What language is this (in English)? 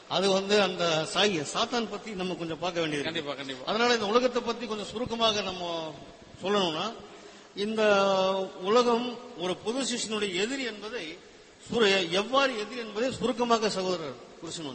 Tamil